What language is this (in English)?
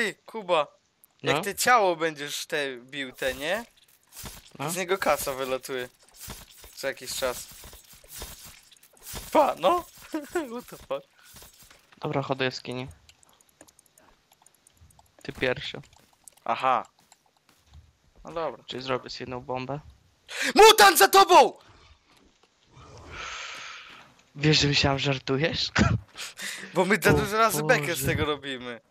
Polish